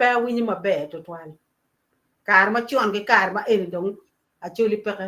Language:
Acoli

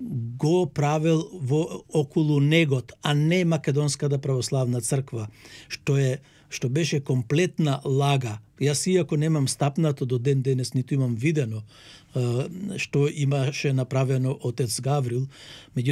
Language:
Macedonian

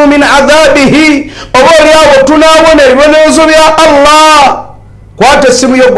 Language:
Ganda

